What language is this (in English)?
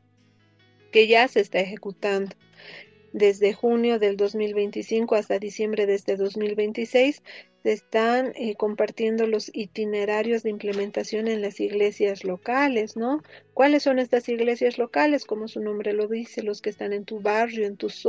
Spanish